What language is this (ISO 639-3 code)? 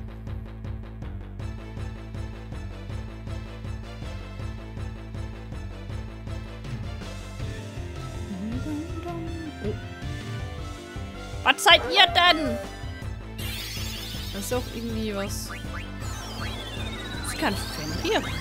deu